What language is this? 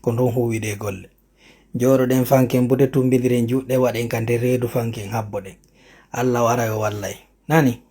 Fula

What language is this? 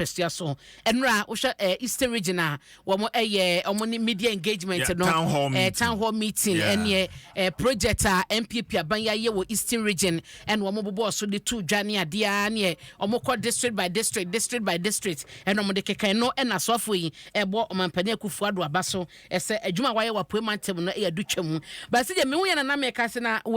Akan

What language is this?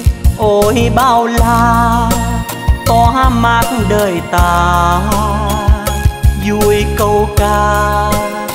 Vietnamese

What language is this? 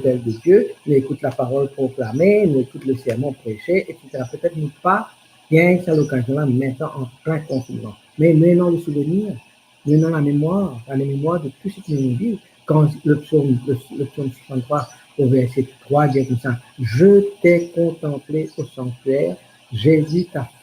Morisyen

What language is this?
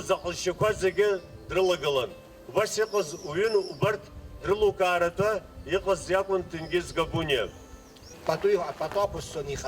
Abkhazian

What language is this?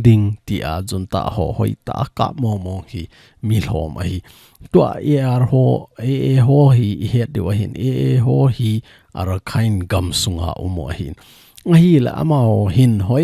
Thado Chin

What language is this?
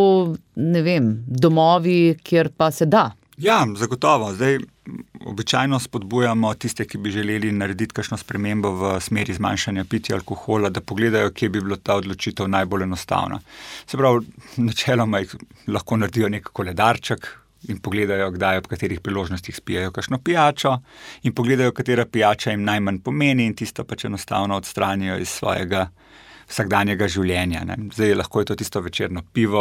Slovenian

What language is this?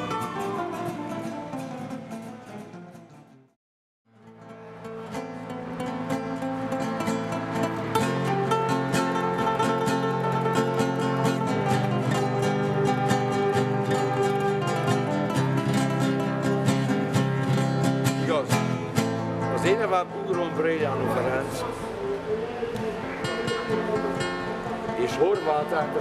Hungarian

